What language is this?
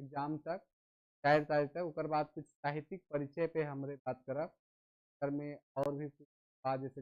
Sadri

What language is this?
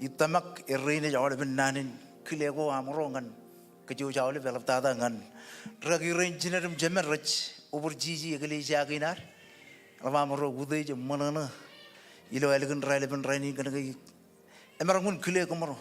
Marshallese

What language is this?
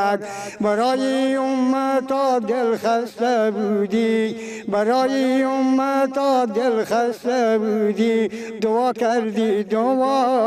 Persian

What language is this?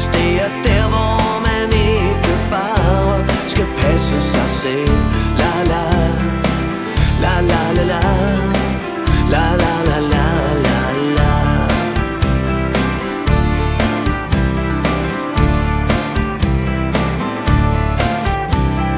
Danish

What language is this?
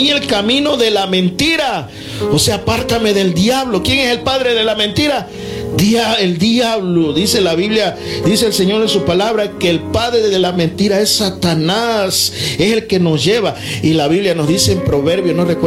Spanish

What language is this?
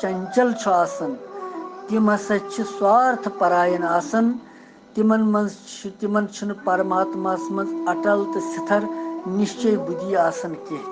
Kashmiri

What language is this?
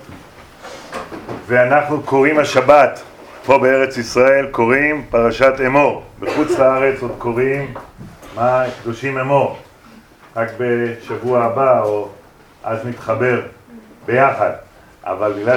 Hebrew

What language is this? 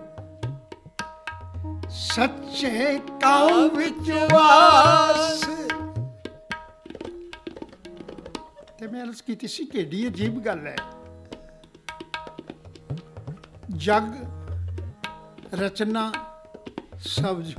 Punjabi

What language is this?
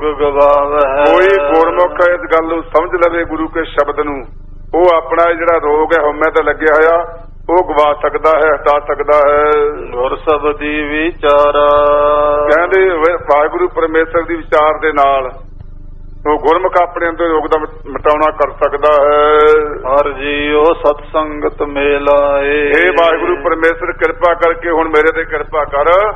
Punjabi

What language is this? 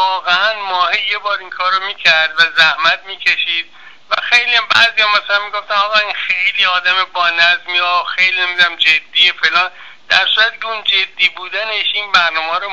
Persian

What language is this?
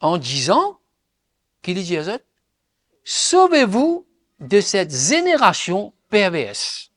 Morisyen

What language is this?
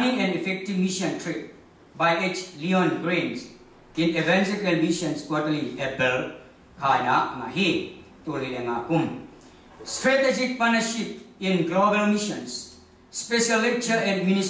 Tedim Chin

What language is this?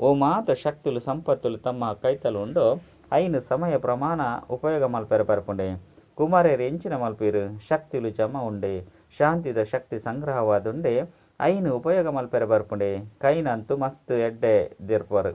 Tulu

